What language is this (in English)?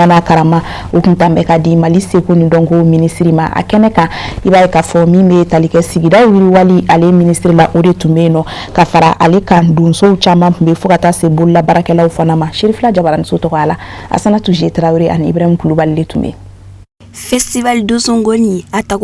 Bambara